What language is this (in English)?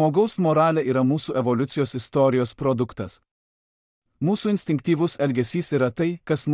Lithuanian